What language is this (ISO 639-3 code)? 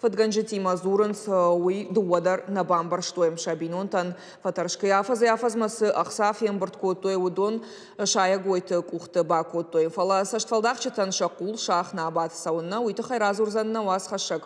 oss